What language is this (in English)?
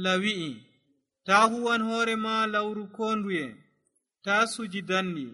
Nigerian Fulfulde